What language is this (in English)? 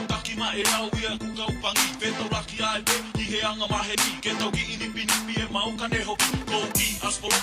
Tongan